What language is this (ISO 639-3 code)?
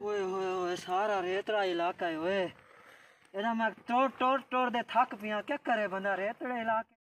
skr